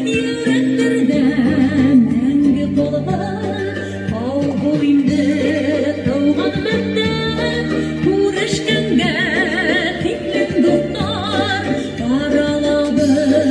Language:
Bashkir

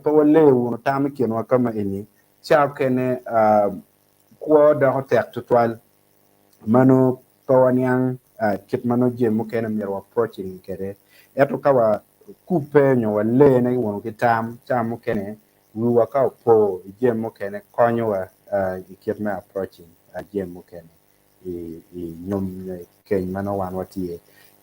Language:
Acoli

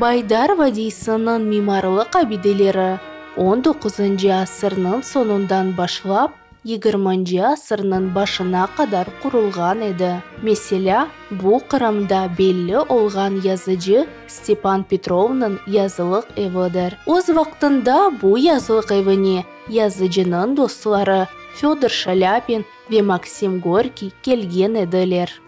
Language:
Crimean Tatar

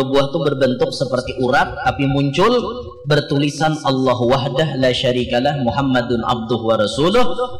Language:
Banjar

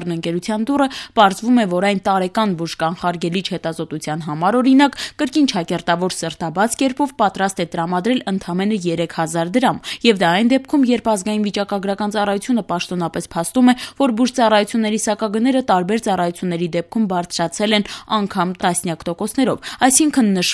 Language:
Armenian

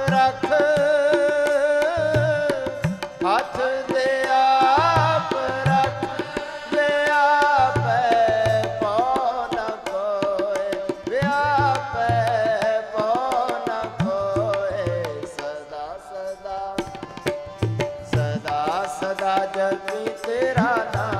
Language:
Punjabi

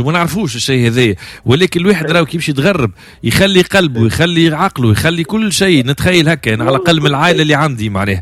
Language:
Tunisian Arabic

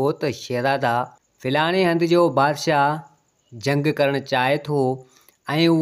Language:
Sindhi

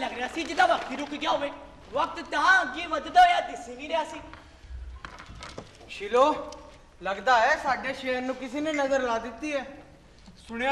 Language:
Punjabi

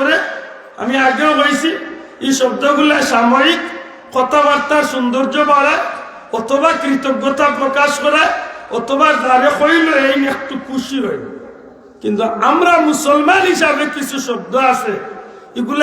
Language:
Sylheti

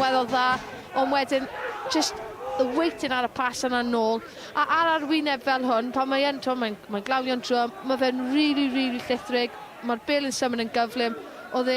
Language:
Welsh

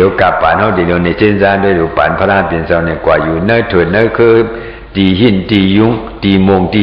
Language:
Shan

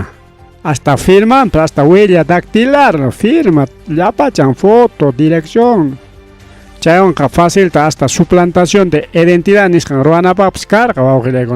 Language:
Ayacucho Quechua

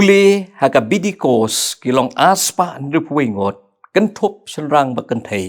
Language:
Khasi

